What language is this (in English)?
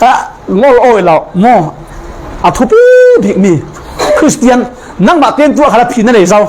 Falam Chin